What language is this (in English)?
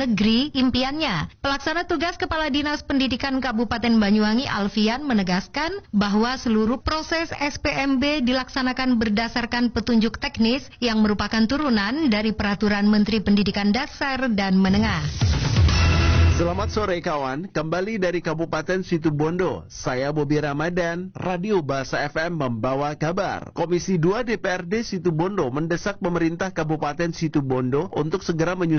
Indonesian